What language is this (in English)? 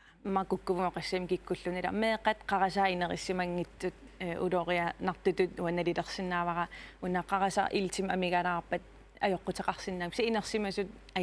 Kalaallisut